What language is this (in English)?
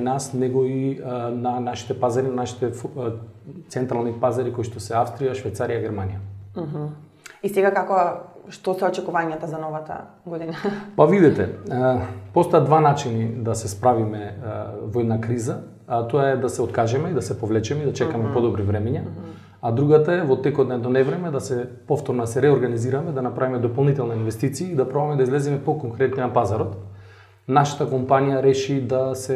Macedonian